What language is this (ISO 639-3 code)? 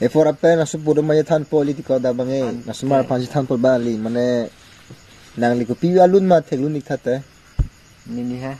mjw